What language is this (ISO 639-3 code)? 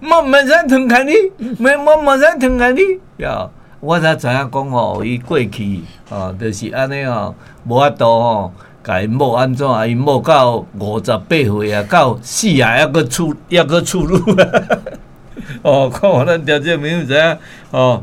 nan